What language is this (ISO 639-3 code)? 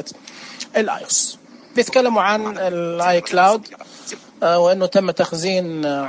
ars